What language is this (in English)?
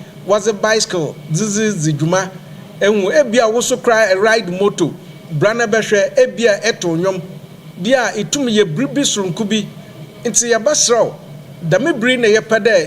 Akan